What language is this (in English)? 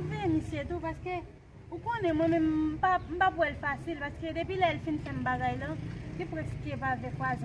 Haitian Creole